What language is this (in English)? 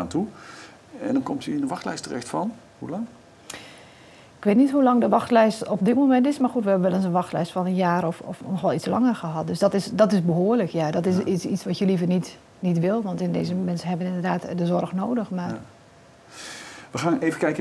Dutch